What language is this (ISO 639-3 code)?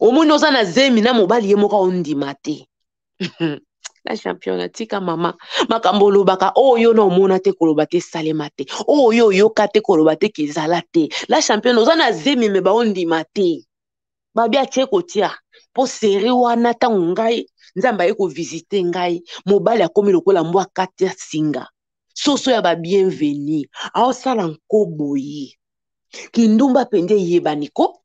lin